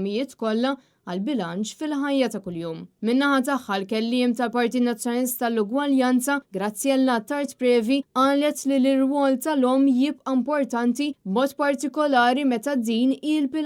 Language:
Maltese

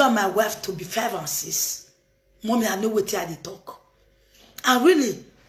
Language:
Nigerian Pidgin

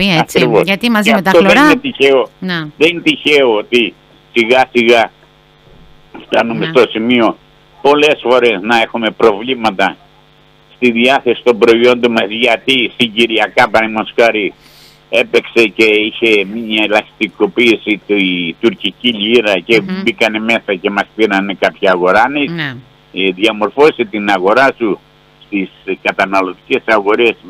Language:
Greek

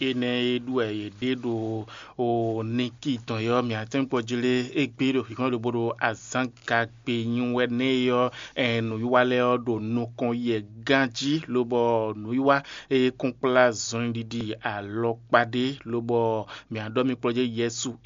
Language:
Fon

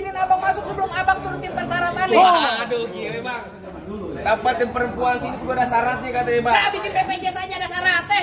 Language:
Betawi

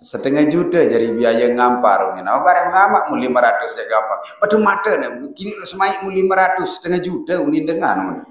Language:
Sasak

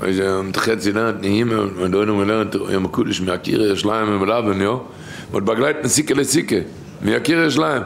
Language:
Yiddish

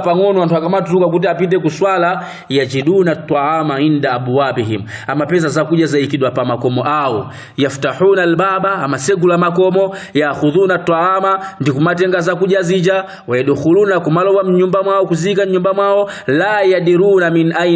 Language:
Nyanja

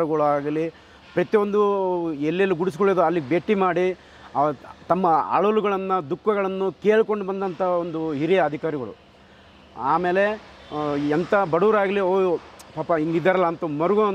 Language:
Kannada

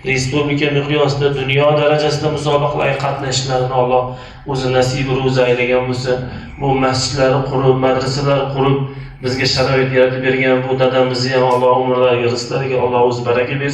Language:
Uzbek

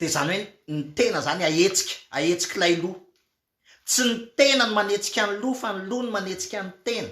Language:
Malagasy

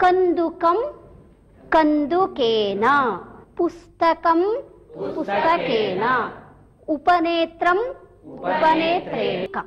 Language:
Sanskrit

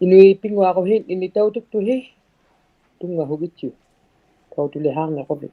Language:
Inuktitut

